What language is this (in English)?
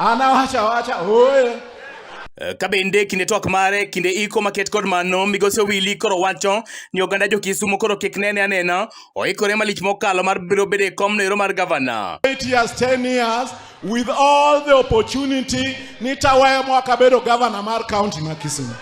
Luo (Kenya and Tanzania)